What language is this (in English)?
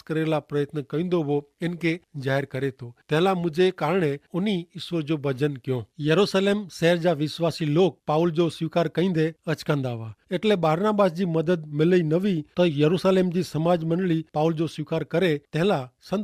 Kachhi